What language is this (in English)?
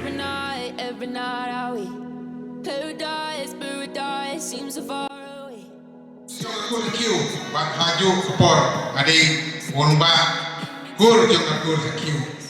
Khasi